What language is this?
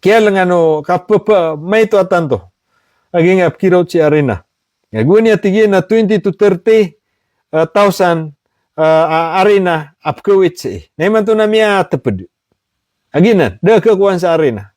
Maranao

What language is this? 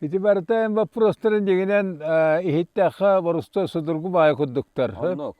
Yakut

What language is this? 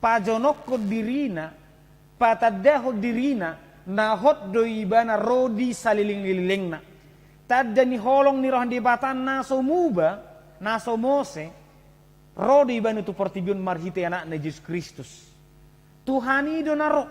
Batak Toba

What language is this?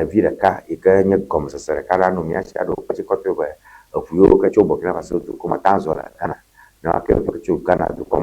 Ewe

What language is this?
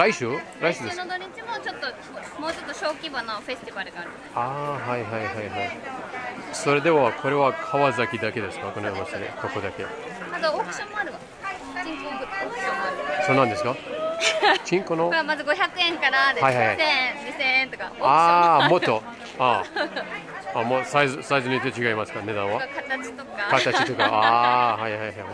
Japanese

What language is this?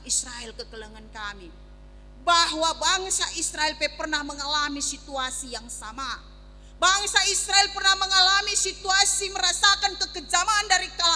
Batak Karo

